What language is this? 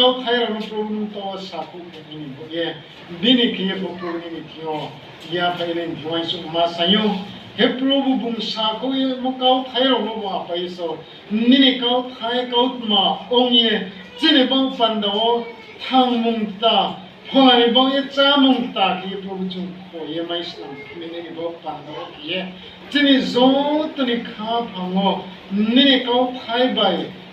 Riang (India)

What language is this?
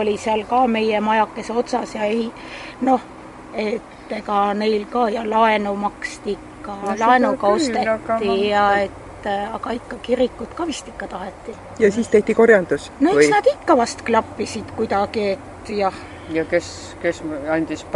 Estonian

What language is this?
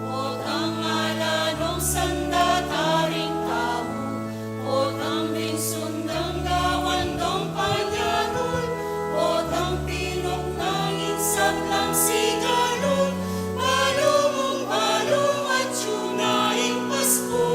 Pampanga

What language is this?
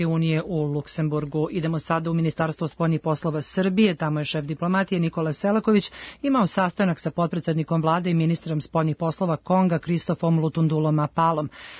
Serbian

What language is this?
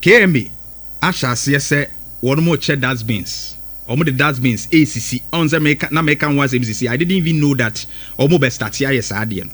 Akan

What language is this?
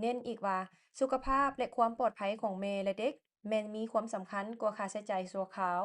Lao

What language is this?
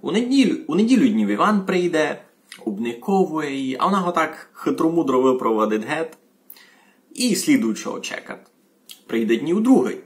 Rusyn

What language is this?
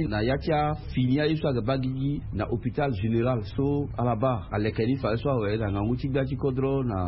Sango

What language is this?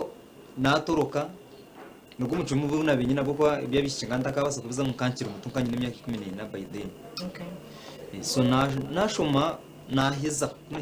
Nyankole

